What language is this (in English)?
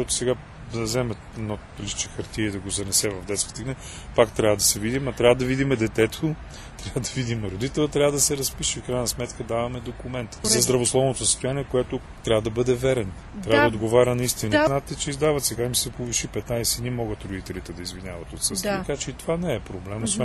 Bulgarian